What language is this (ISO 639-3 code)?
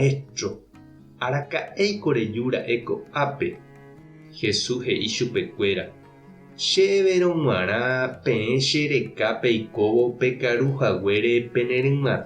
grn